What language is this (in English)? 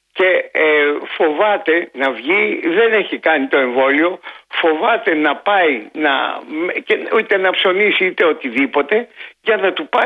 Greek